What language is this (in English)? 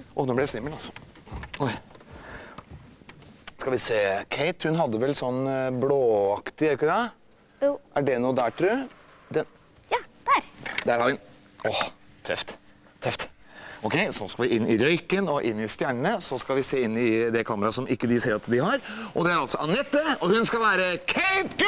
Norwegian